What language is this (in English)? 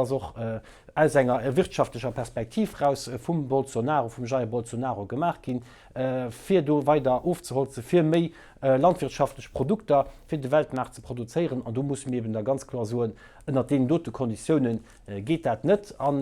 Luxembourgish